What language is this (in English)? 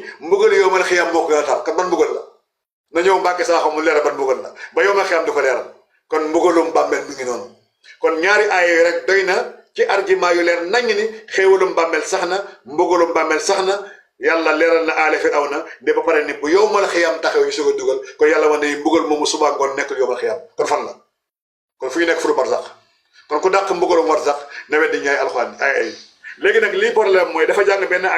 Wolof